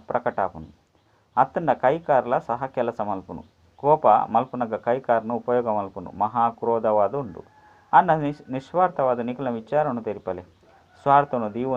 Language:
Tulu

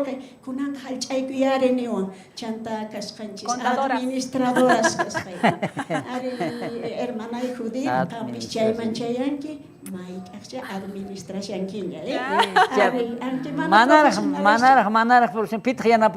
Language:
South Bolivian Quechua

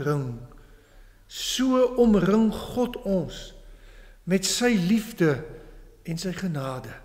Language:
Afrikaans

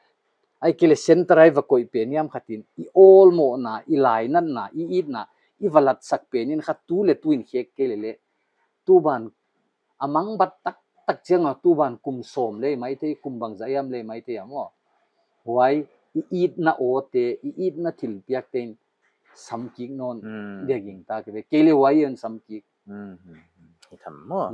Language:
Paite Chin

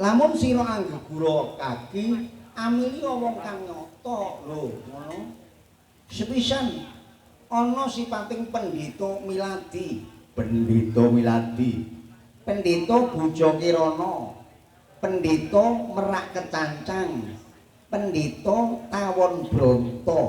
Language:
Javanese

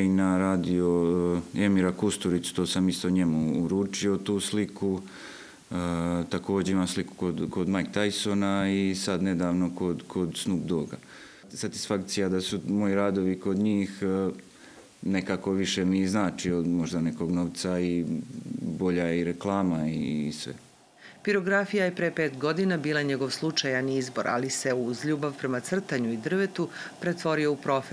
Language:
Serbian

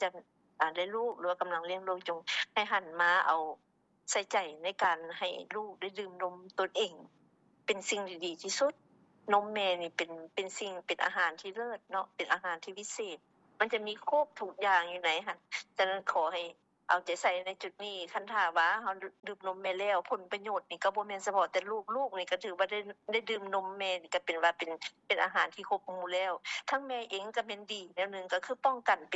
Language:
Lao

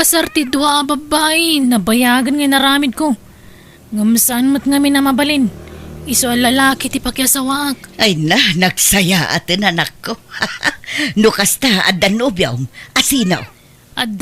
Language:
Iloko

